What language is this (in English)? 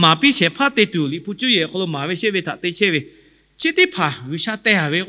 Lahu